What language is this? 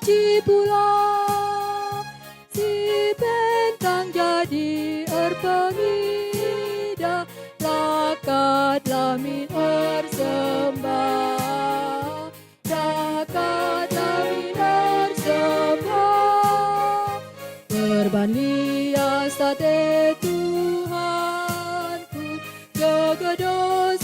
Batak Karo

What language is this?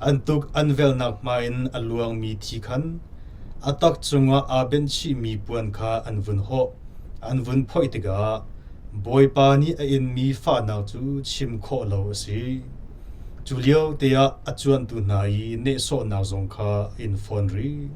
Hakha Chin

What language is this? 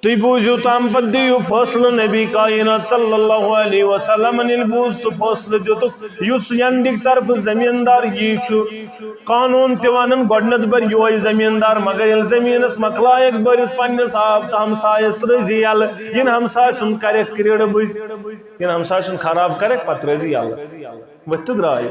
Kashmiri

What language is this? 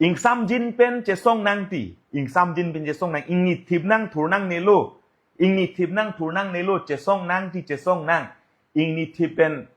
Karbi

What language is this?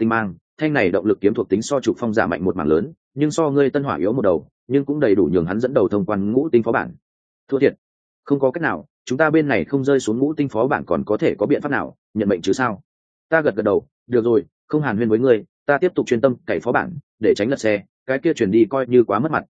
Vietnamese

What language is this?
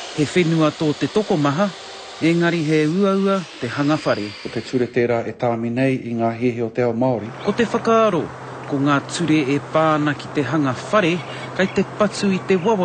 Māori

